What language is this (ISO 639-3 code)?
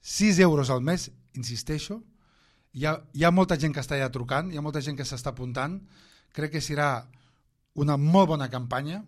cat